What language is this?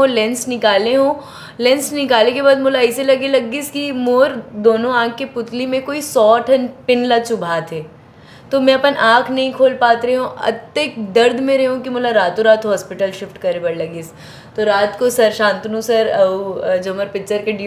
Chhattisgarhi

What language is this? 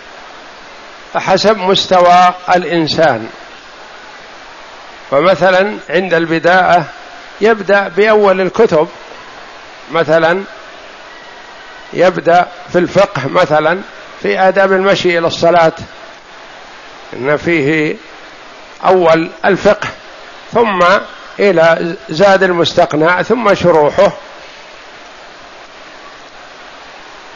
Arabic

